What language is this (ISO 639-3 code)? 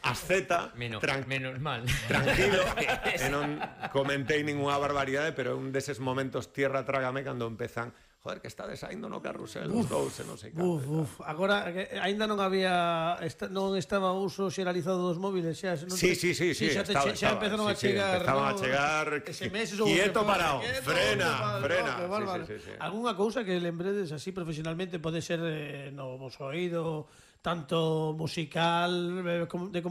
glg